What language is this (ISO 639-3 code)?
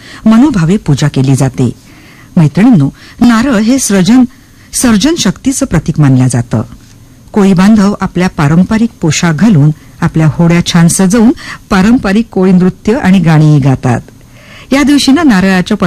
mar